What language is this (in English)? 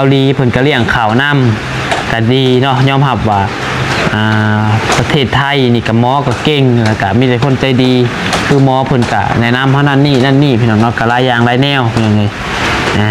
Lao